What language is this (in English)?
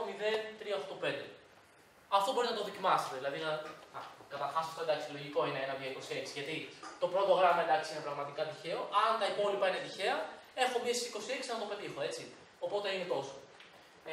Greek